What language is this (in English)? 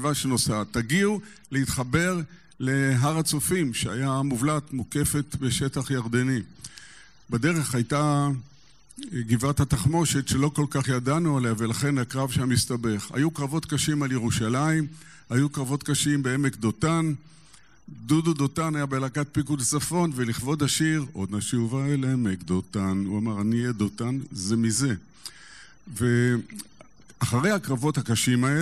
Hebrew